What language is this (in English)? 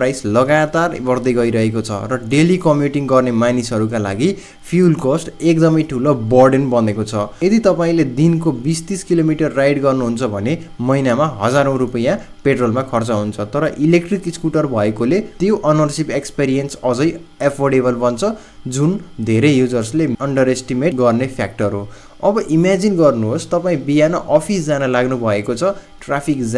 Nepali